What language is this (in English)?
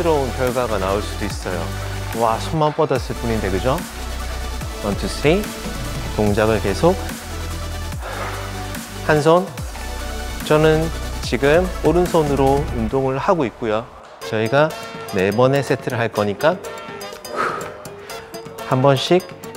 Korean